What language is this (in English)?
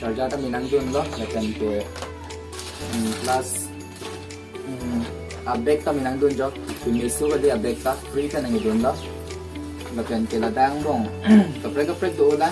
Karbi